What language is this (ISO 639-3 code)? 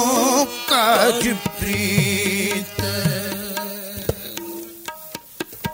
hin